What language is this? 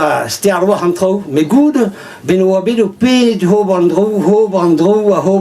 Breton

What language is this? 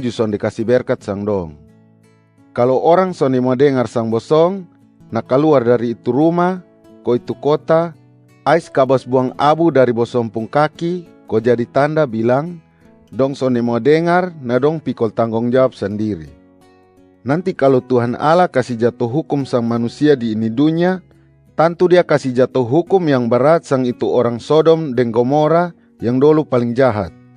Kupang Malay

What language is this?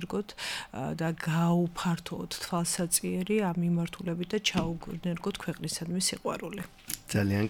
Georgian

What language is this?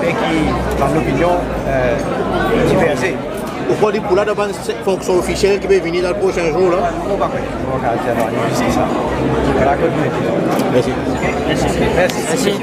Morisyen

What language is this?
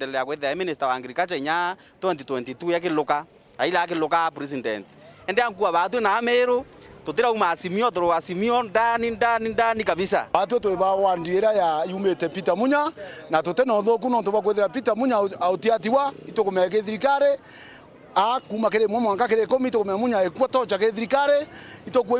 Meru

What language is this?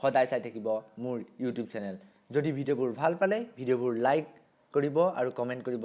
Assamese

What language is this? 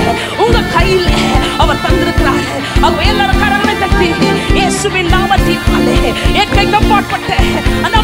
Tamil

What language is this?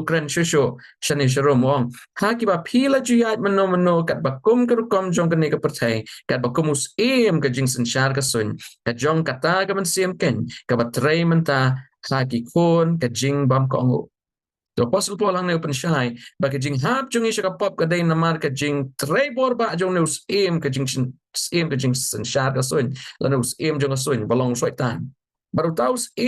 Khasi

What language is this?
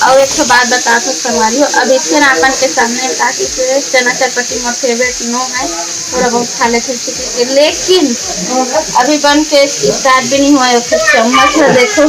Chhattisgarhi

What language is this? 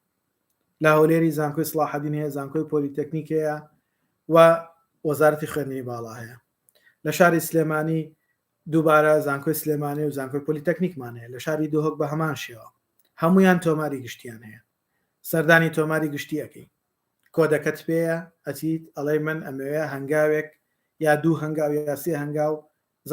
Central Kurdish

